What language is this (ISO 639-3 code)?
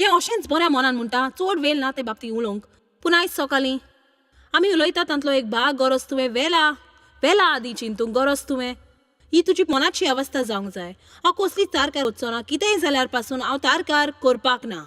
kok